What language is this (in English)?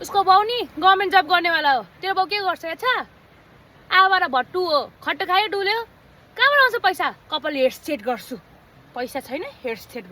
Nepali